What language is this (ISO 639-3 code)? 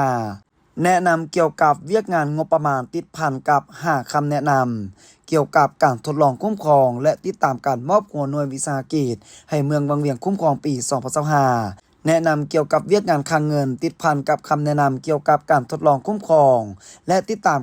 lao